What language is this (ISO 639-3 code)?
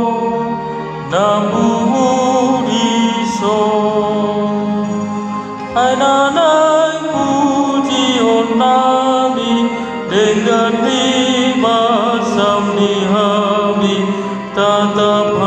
bbc